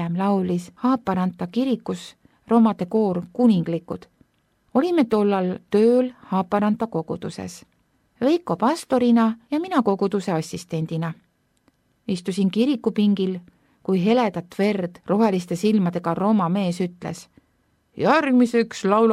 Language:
Estonian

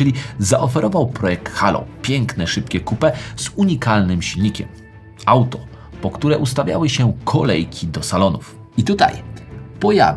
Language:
Polish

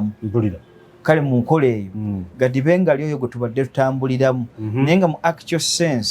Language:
Ganda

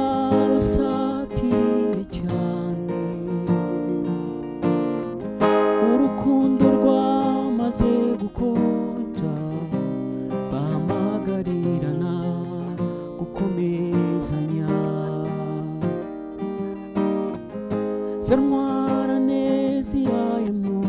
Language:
Kinyarwanda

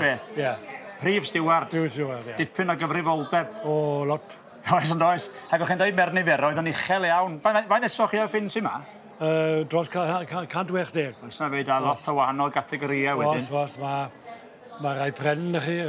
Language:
Welsh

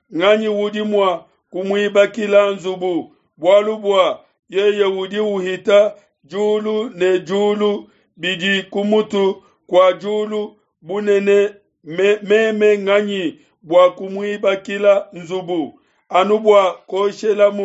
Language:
Luba-Lulua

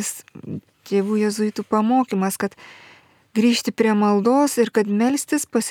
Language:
Lithuanian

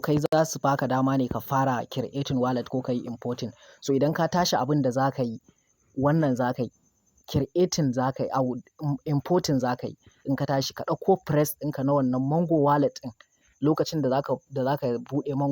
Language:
Hausa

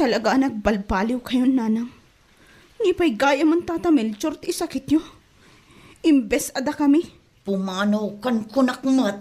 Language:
Iloko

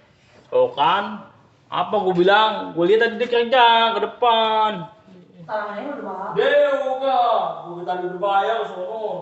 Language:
Betawi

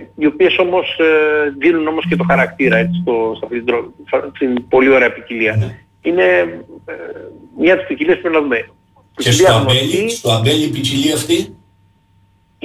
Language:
Greek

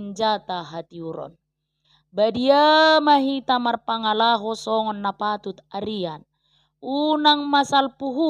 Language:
Batak Toba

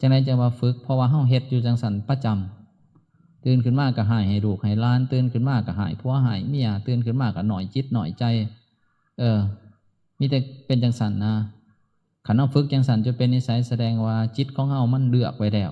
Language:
Northeastern Thai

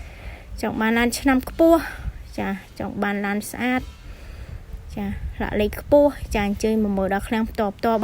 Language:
Khmer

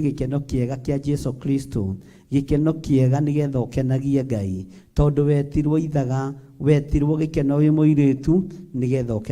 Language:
Kikuyu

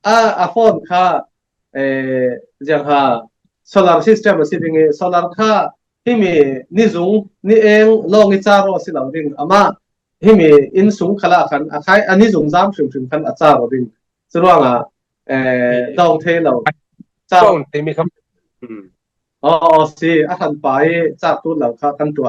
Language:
Falam Chin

